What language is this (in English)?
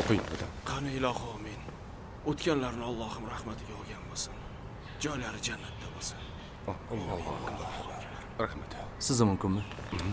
Uzbek